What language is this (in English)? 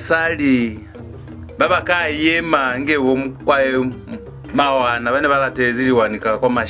Lozi